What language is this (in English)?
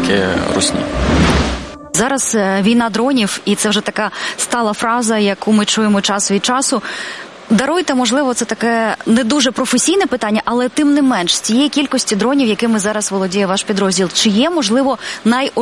Ukrainian